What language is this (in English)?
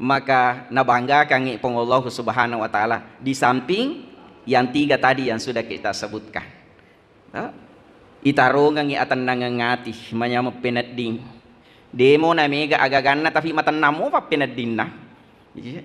Buginese